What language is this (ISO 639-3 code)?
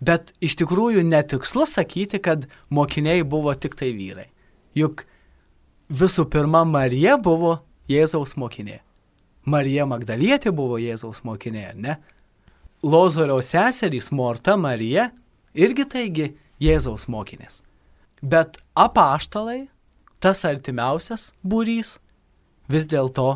lit